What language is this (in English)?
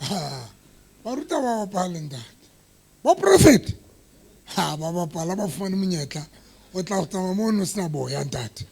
Southern Sotho